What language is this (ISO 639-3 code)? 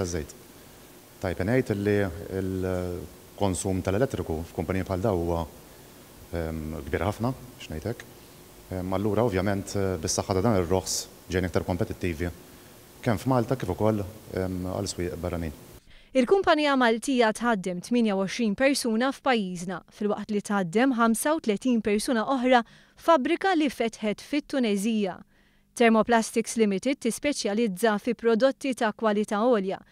mlt